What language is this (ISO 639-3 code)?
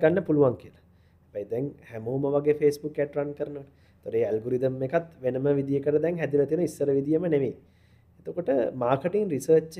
sin